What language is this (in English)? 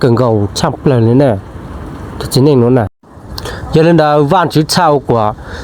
Hmong